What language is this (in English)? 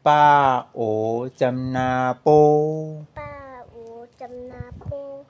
Shan